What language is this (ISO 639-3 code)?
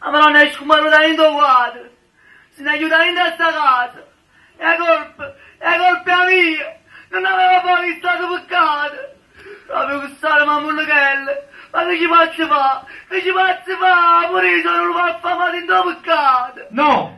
nap